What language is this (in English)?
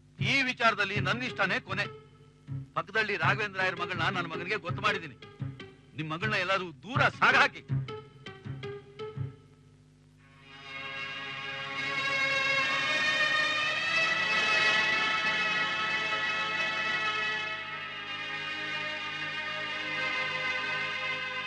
Kannada